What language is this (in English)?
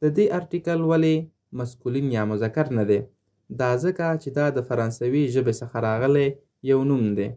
Pashto